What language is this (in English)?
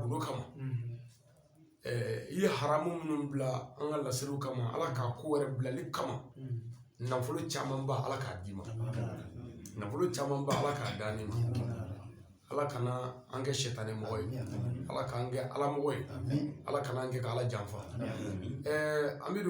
Bambara